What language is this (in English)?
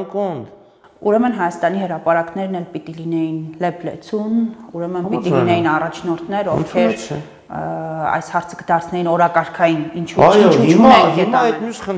Armenian